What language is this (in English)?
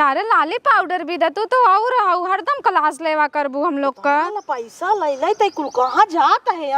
Awadhi